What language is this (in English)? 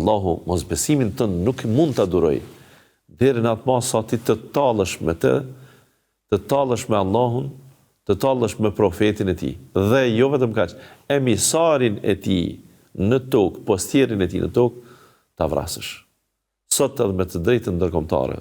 Albanian